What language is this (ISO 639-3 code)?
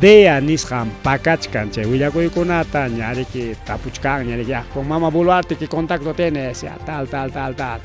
quy